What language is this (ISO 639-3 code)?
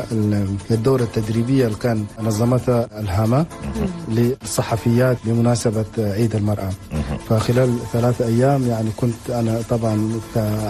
shu